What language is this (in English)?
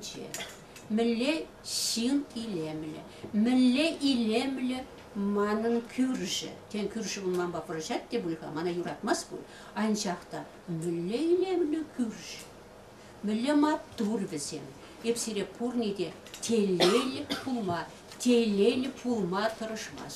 Chuvash